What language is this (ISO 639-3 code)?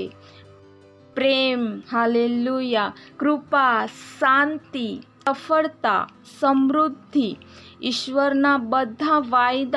guj